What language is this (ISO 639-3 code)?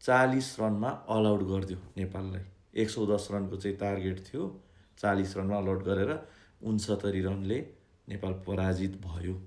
nep